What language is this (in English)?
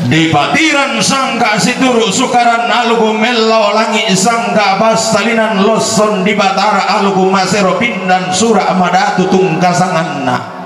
Toraja-Sa'dan